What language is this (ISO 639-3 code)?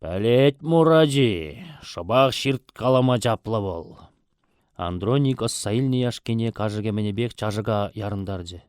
chv